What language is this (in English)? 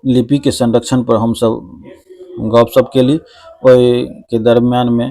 Maithili